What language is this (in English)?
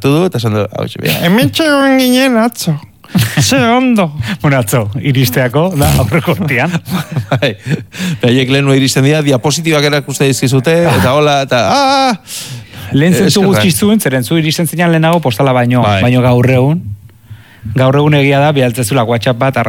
Basque